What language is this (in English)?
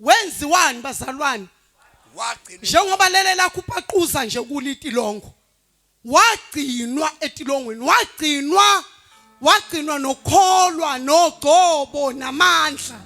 Zulu